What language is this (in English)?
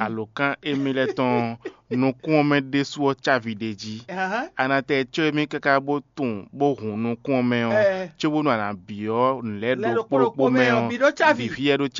Fon